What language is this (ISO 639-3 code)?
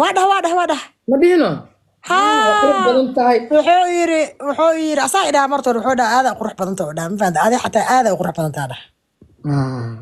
som